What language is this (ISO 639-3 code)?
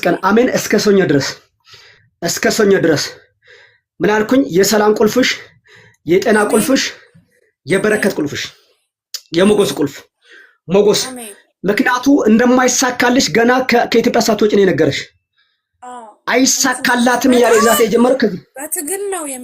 amh